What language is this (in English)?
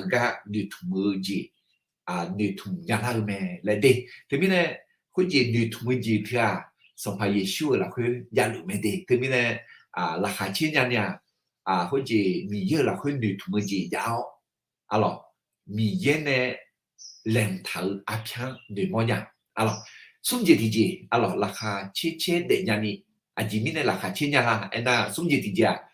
Akha